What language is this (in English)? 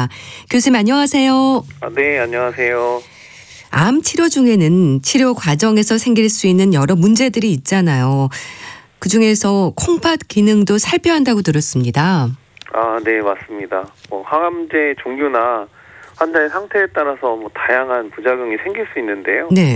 Korean